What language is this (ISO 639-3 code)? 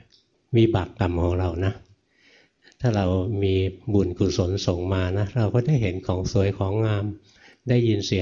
tha